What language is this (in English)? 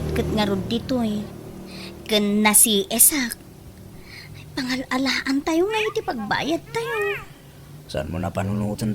Iloko